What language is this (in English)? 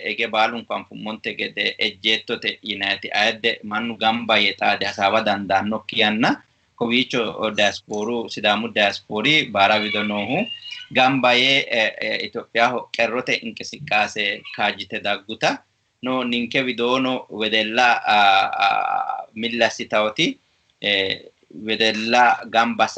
Sidamo